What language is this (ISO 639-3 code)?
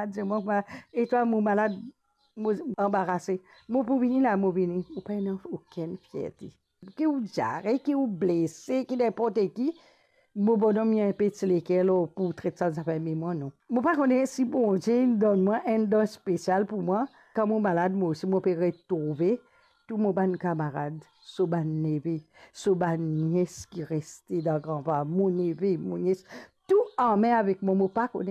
mfe